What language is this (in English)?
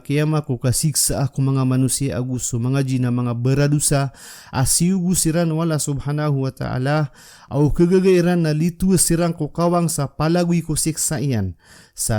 Maranao